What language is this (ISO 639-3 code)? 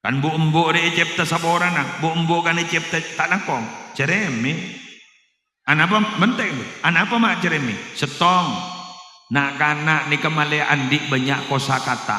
mad